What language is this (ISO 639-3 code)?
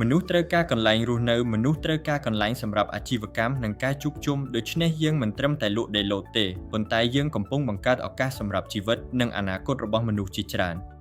khm